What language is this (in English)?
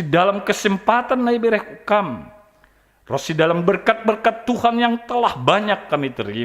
Batak Simalungun